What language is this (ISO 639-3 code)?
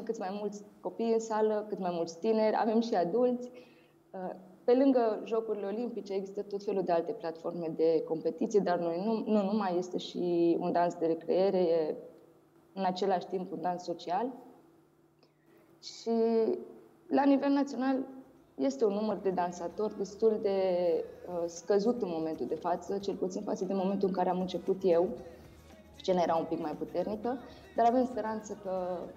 ron